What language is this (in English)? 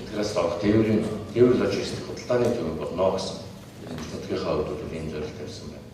Mongolian